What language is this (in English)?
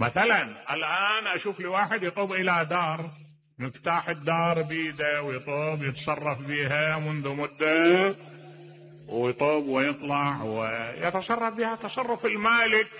Mesopotamian Arabic